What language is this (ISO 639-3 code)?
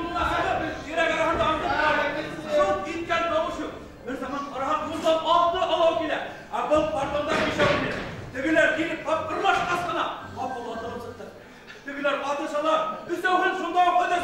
bak